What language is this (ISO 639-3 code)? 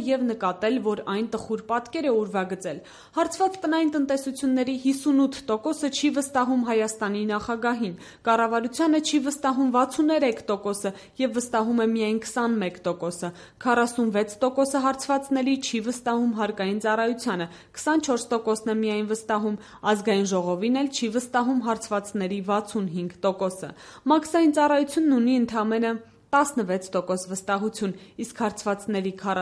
hye